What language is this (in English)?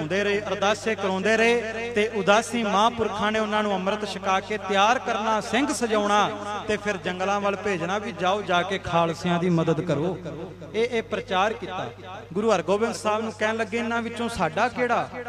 Punjabi